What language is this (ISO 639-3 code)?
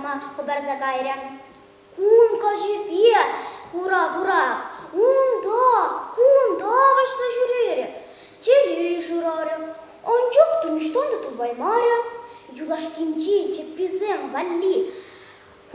chv